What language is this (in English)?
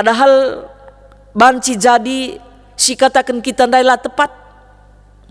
Batak Karo